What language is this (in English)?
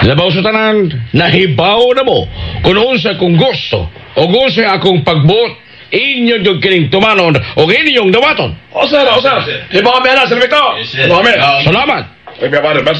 Cebuano